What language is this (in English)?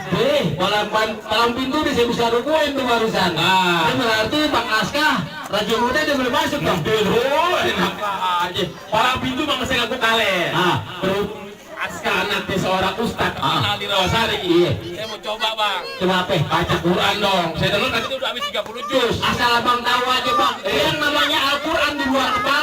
Betawi